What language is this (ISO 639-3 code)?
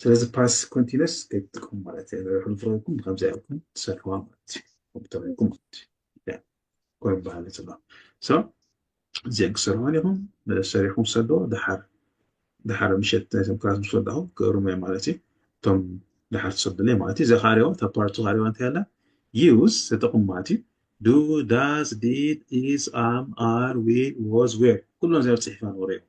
tir